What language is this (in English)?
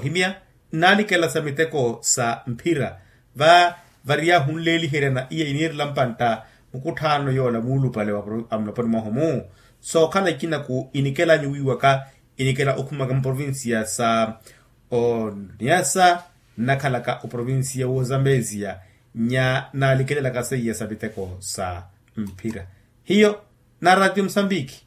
Makhuwa